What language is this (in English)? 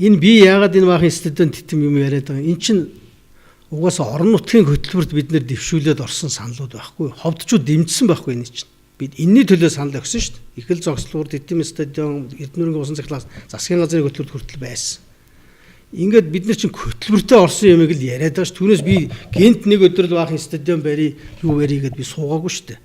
Mongolian